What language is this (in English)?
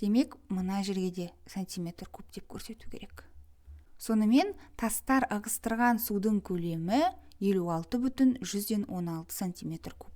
Kazakh